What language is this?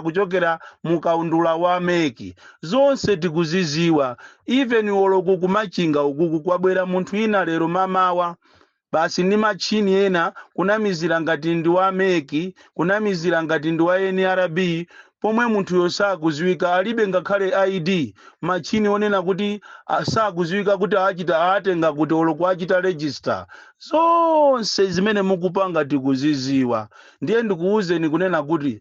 Nyanja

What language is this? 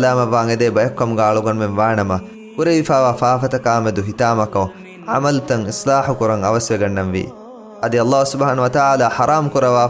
Divehi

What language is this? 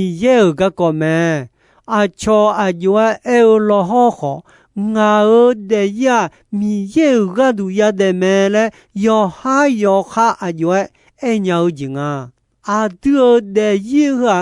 Akha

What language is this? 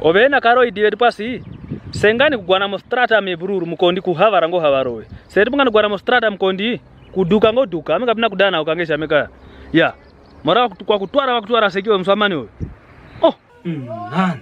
Kwangali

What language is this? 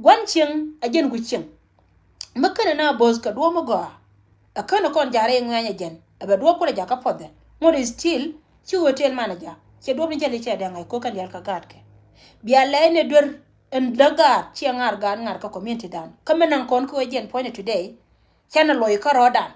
Nuer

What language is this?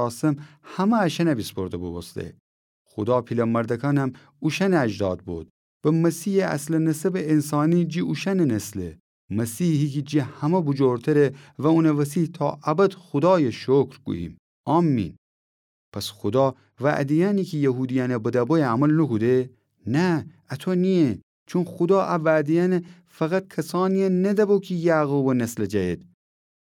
Gilaki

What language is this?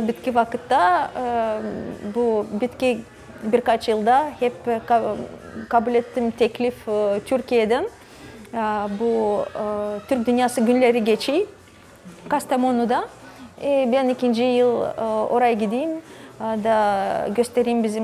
Gagauz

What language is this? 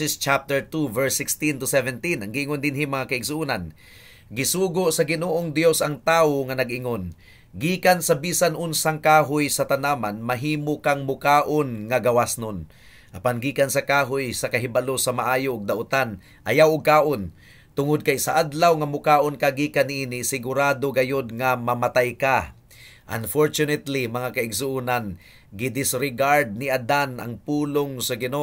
Cebuano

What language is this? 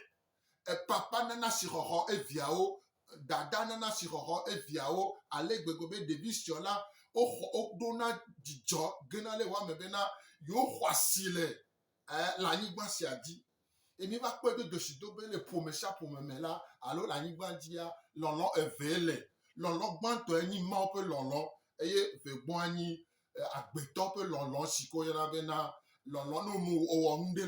Gen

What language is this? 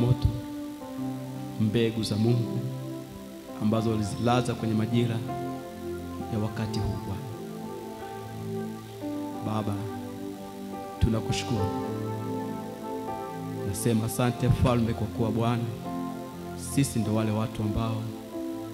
Swahili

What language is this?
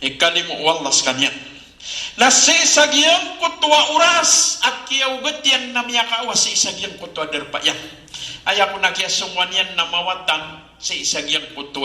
Maranao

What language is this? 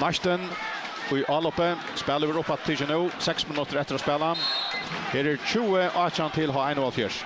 Faroese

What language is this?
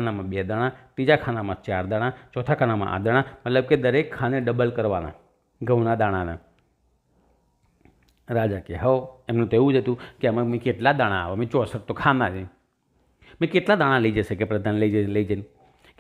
Gujarati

